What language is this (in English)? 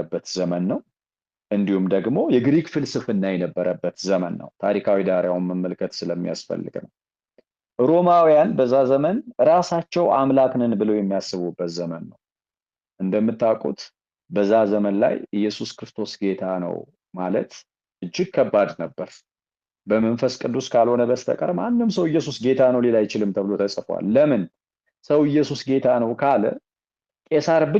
Amharic